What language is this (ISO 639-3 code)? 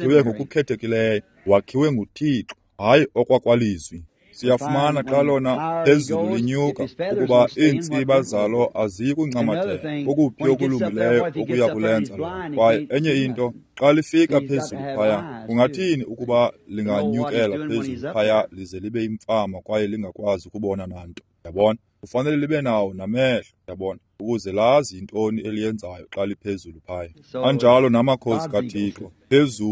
xho